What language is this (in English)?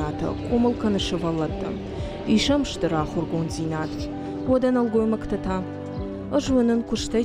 Ossetic